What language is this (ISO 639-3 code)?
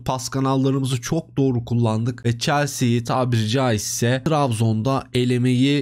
tur